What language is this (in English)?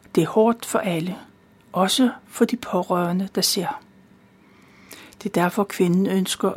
Danish